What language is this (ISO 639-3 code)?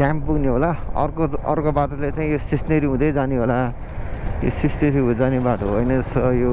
nep